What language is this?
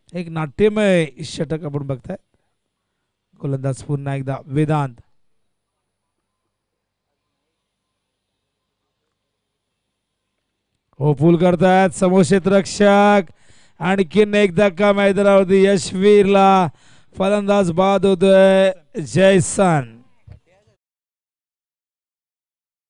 Marathi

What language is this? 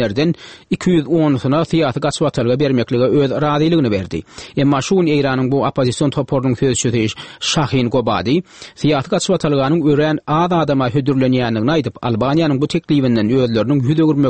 Turkmen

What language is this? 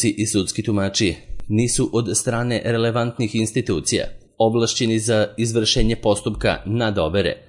Serbian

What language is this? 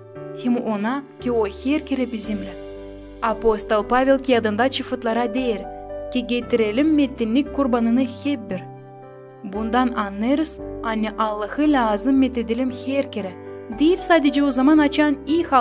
Gagauz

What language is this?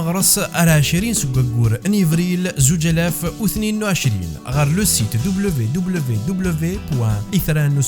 Kabyle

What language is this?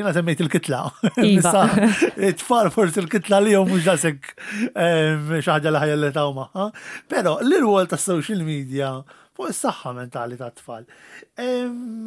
Maltese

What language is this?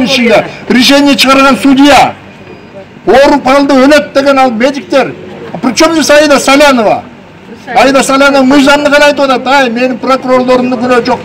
Kyrgyz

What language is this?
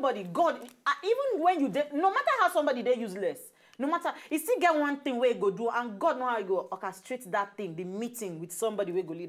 Nigerian Pidgin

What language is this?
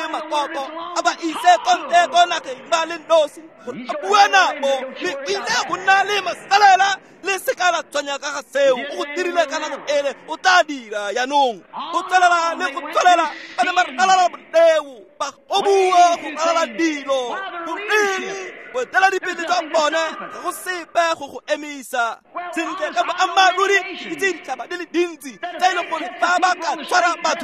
Tswana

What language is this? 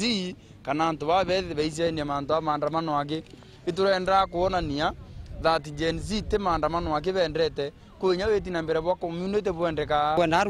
Meru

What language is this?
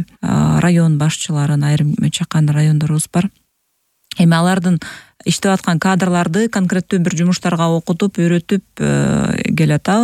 Kyrgyz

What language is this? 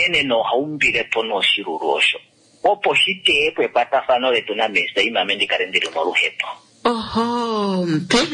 Kuanyama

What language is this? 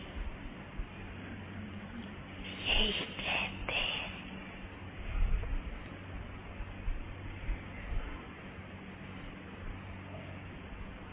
Hindi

